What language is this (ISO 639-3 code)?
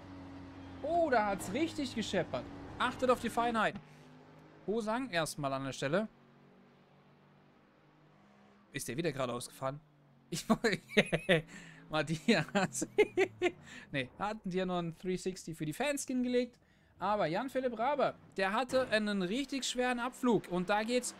deu